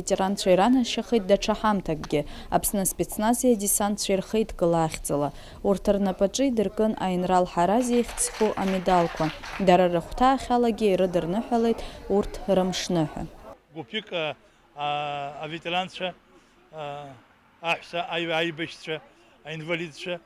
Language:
Abkhazian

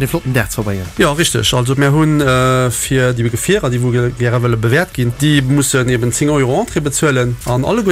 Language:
Luxembourgish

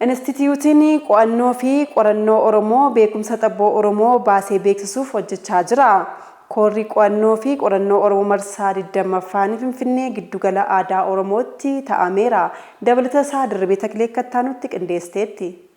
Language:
Oromo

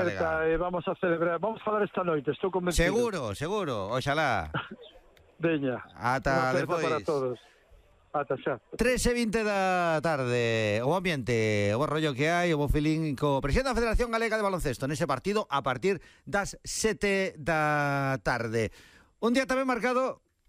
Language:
Galician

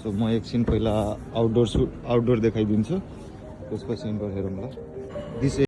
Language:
Nepali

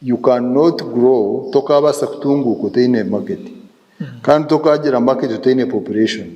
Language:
Nyankole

